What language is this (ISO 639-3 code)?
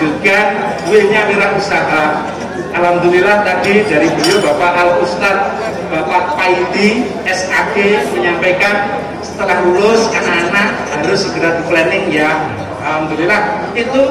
ind